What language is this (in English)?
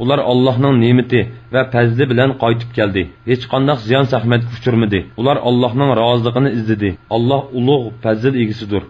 Uyghur